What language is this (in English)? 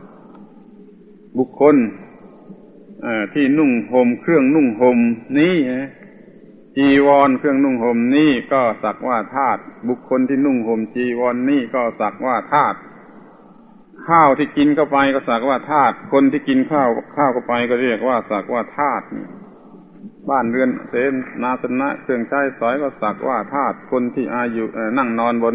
Thai